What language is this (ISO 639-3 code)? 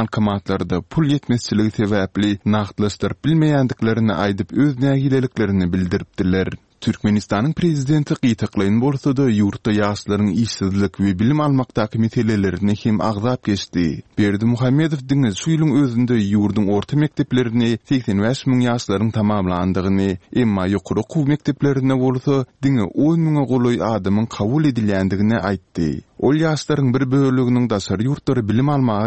tuk